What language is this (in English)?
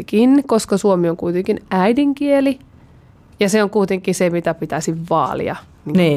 Finnish